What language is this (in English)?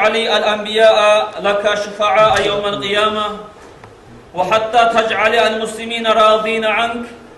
Kumyk